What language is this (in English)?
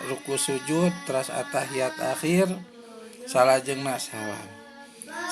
Sundanese